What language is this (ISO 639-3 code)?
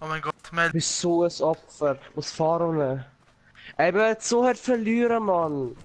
gsw